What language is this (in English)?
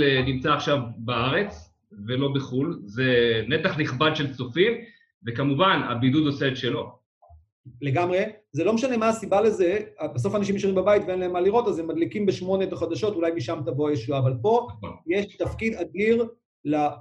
Hebrew